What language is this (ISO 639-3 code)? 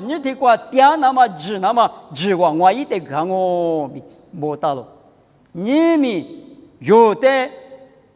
lis